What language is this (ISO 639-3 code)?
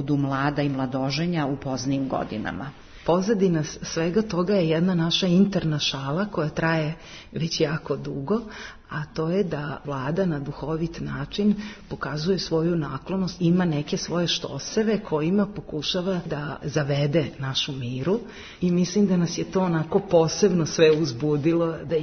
srp